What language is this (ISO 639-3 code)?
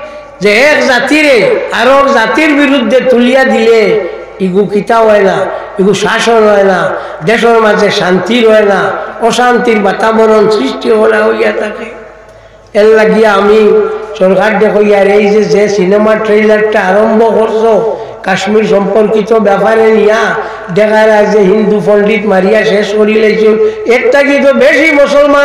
syl